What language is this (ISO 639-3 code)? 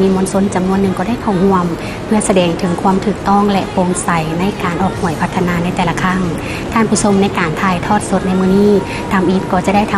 lao